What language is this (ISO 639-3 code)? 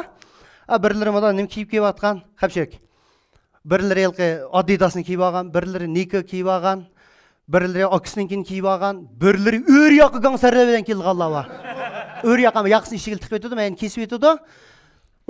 uig